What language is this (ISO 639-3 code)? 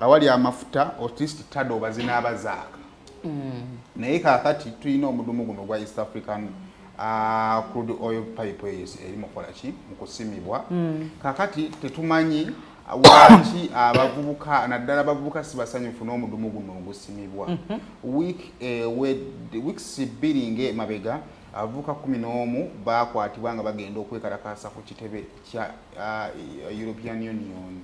lug